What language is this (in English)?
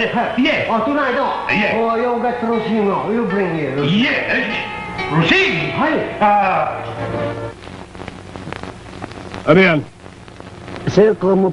Filipino